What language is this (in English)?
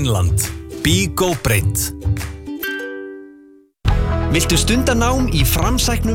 Icelandic